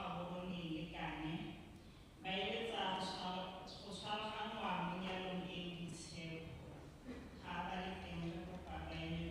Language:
Tswana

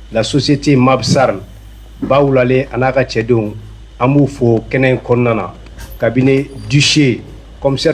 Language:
Bambara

